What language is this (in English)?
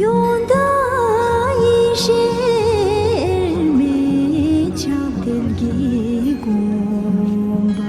Tibetan